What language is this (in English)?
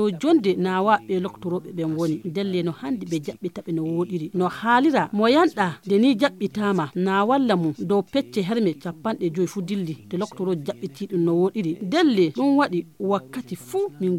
Fula